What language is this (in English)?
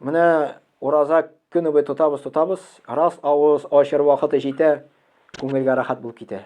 Tatar